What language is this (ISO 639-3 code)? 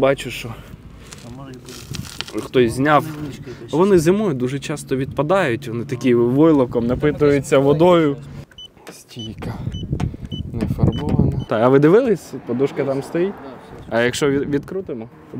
ukr